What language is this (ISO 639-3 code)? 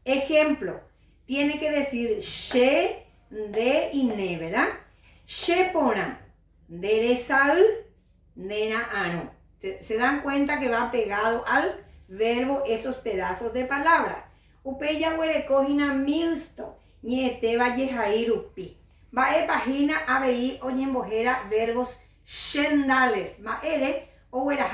grn